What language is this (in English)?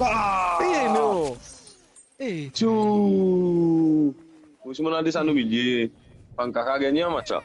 Morisyen